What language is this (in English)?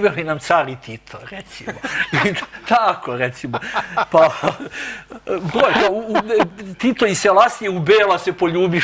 Serbian